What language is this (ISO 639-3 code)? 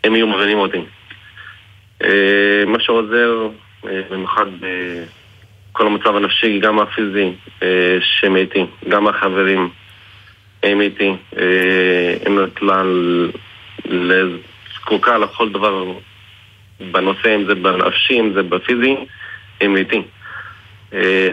heb